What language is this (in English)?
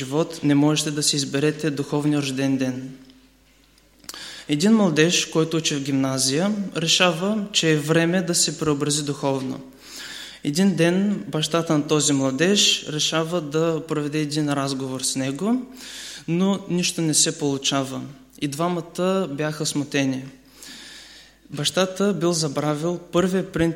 Bulgarian